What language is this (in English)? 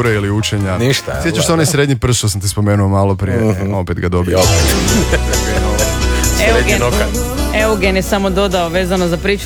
Croatian